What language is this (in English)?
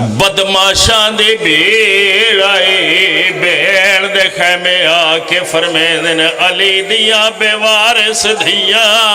Pahari-Potwari